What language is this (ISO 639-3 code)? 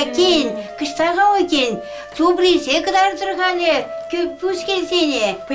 chv